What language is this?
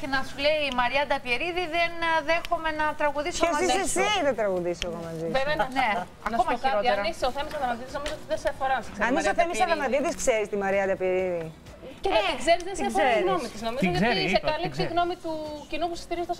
Greek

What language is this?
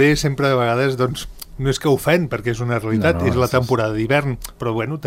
Catalan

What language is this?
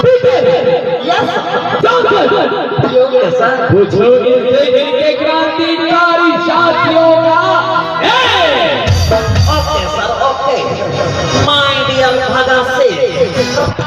Chhattisgarhi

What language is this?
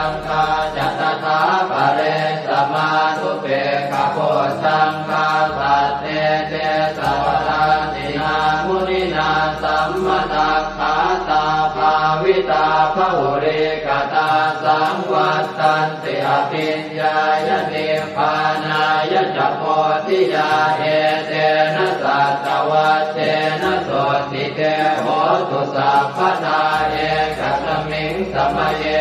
Pali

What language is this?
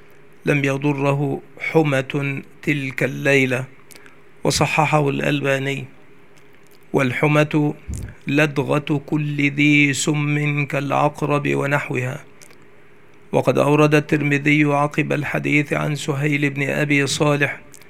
Arabic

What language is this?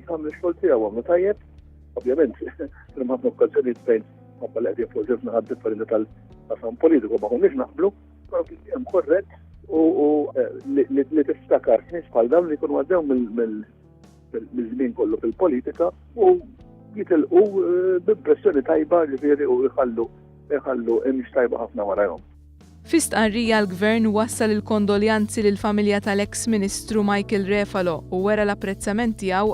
Maltese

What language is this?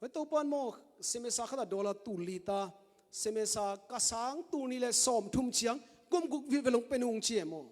Tedim Chin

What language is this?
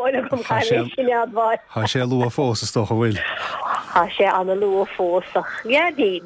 Irish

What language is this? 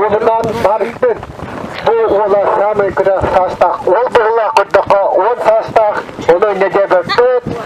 Yakut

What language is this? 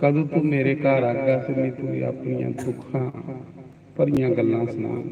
Dogri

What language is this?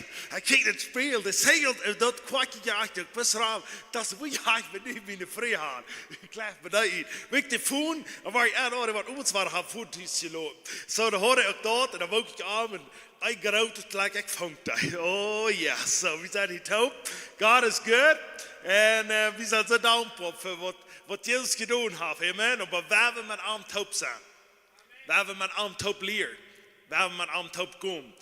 Plautdietsch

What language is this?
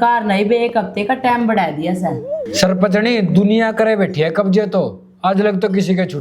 Haryanvi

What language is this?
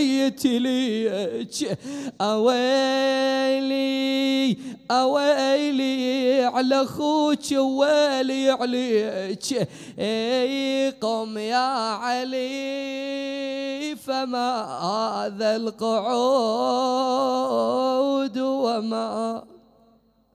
Mesopotamian Arabic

